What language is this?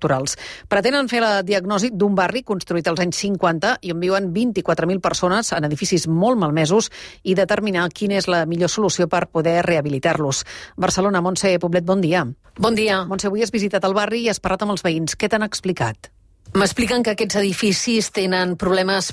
Catalan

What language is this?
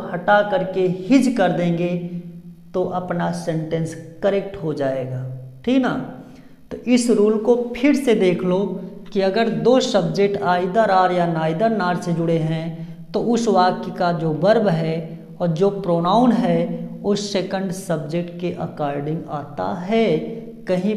Hindi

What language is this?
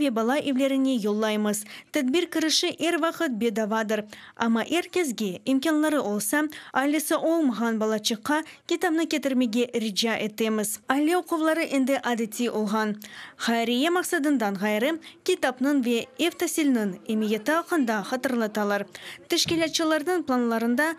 Crimean Tatar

